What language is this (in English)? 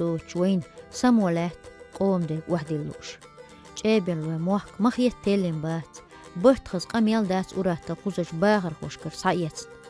Chechen